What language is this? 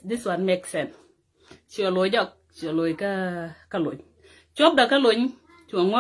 Nuer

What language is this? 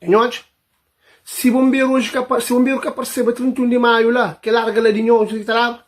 Kabuverdianu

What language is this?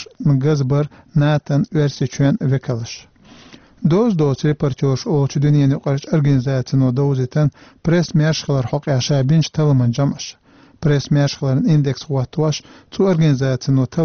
Chechen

